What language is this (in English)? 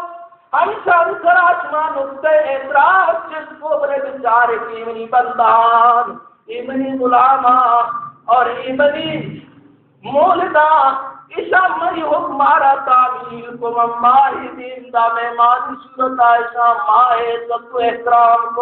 Baluchi